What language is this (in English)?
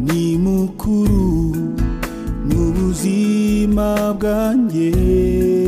Kinyarwanda